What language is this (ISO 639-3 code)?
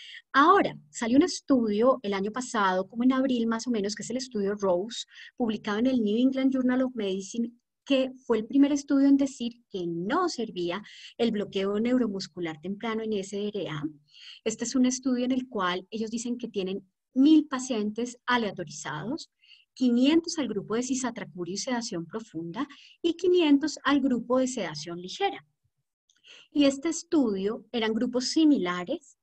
spa